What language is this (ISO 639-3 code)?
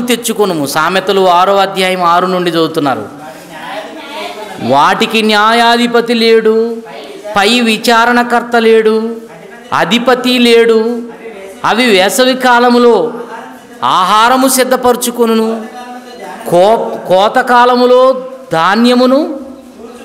tel